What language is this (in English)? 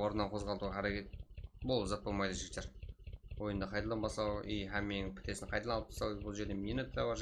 Kara-Kalpak